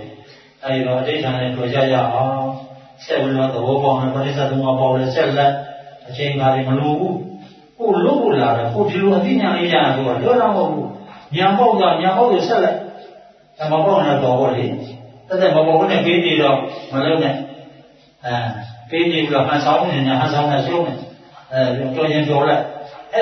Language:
Burmese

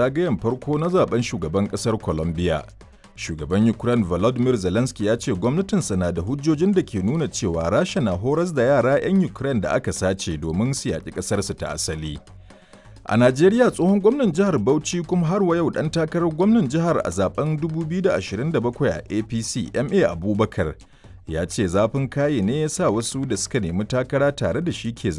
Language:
Hausa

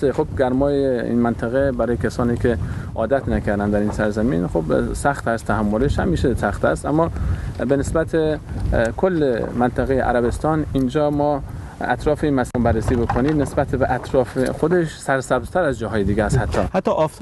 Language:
Persian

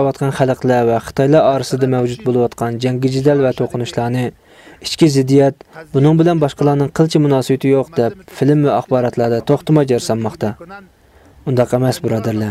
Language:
Uyghur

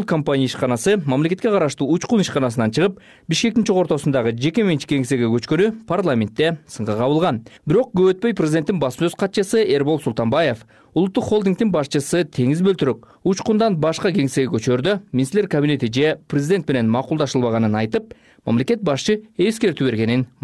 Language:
Kyrgyz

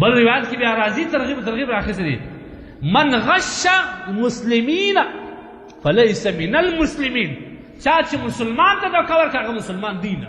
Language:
Pashto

